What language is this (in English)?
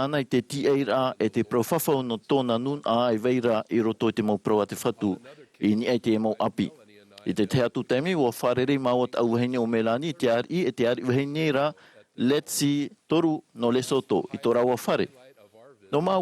Tahitian